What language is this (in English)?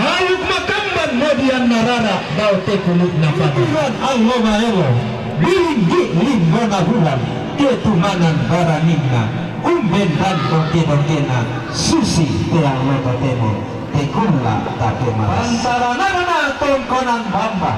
Toraja-Sa'dan